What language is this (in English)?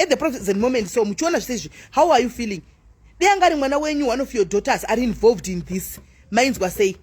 Shona